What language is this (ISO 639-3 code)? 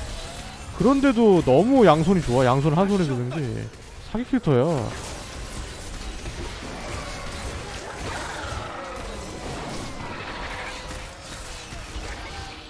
kor